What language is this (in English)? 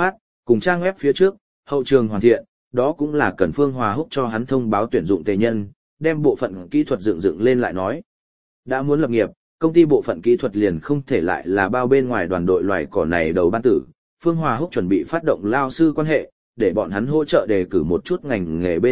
Vietnamese